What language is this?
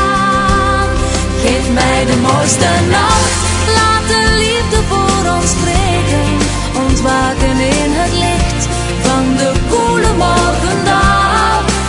Dutch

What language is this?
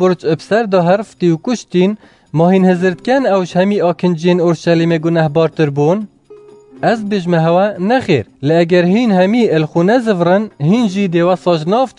Kurdish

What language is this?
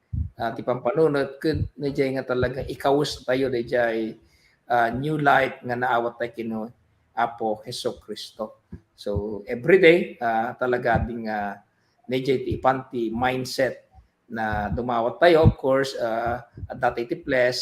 Iloko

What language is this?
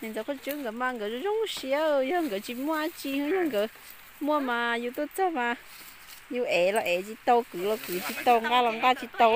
Hmong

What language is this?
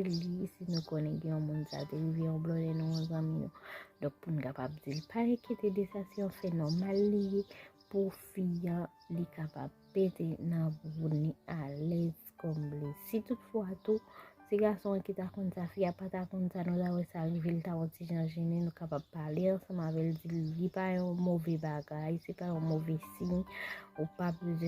Haitian Creole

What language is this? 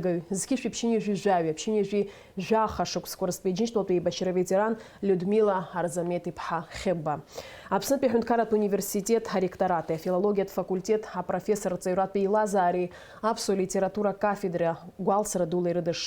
Abkhazian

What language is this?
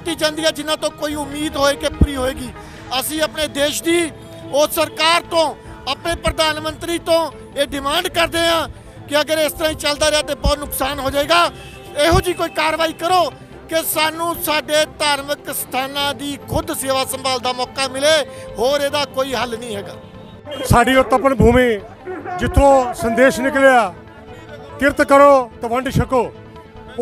Punjabi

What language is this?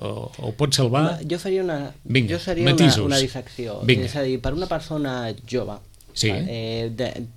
Catalan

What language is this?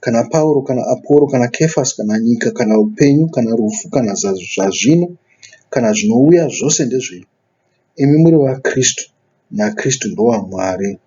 Shona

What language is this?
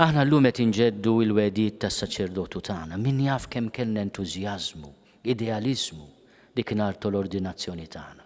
Maltese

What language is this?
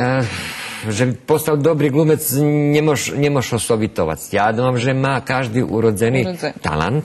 Rusyn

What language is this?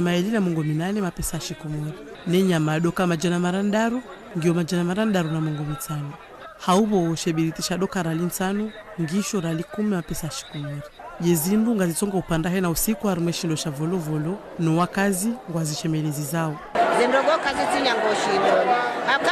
Ngazidja Comorian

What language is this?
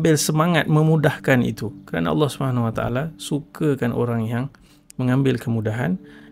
Malay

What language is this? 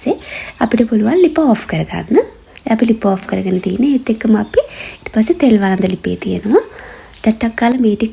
Sinhala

